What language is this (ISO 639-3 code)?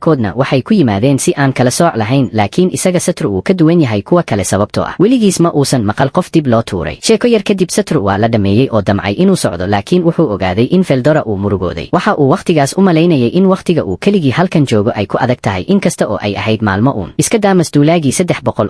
som